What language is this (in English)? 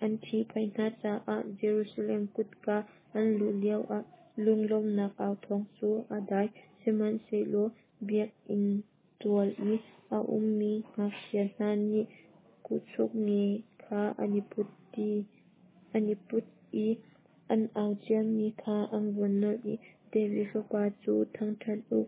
Hakha Chin